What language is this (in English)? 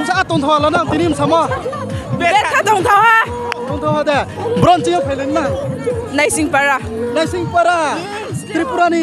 Riang (India)